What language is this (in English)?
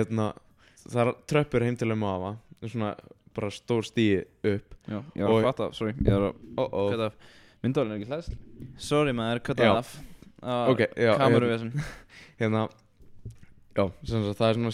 Icelandic